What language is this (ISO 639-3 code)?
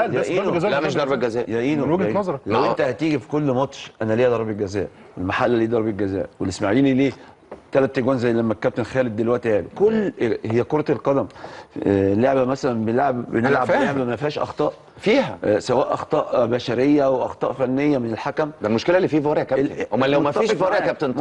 arz